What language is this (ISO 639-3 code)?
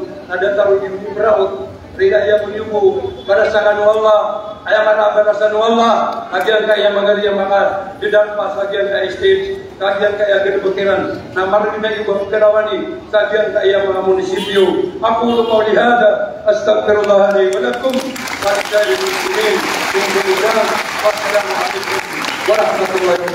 mrw